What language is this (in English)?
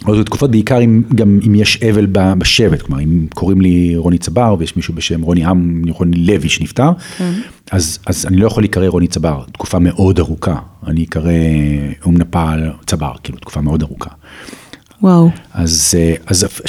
Hebrew